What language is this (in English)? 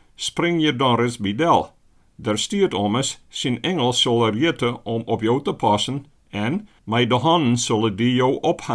Western Frisian